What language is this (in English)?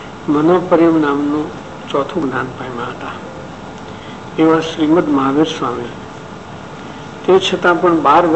Gujarati